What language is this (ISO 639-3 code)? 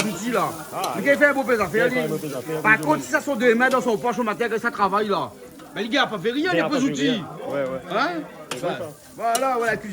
rcf